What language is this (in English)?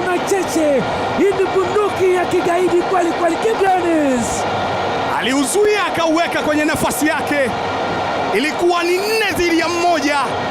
Swahili